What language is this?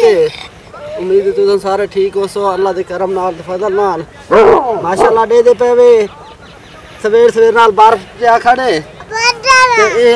Saraiki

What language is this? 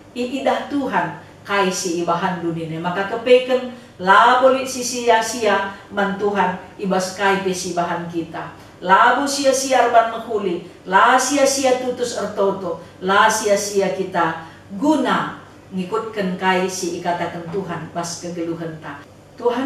Batak Karo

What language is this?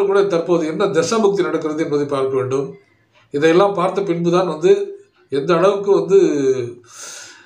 Tamil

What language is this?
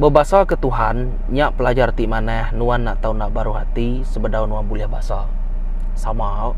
Iban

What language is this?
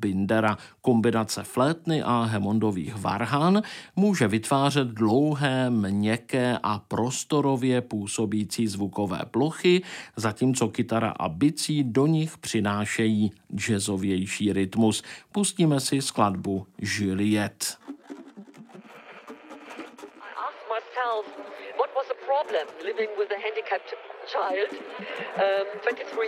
Czech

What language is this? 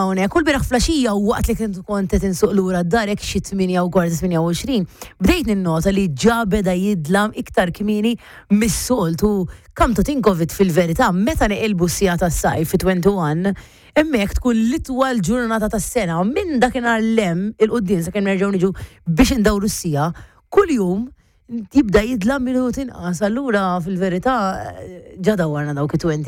Maltese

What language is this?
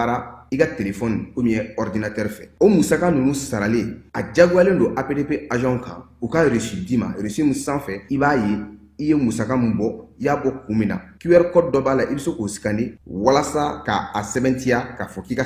Bambara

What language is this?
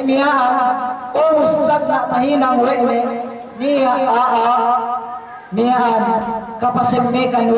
Yakan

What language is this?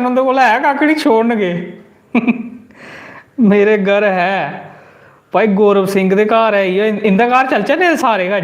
Dogri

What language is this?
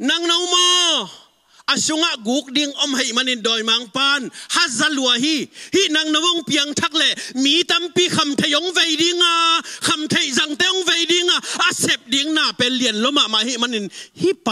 Tedim Chin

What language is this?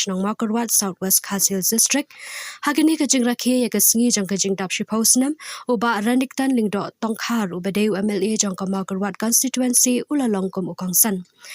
Khasi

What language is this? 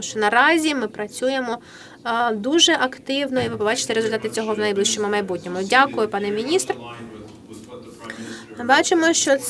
Ukrainian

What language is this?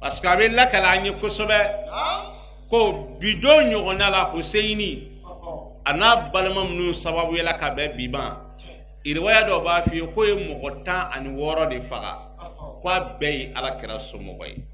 Bambara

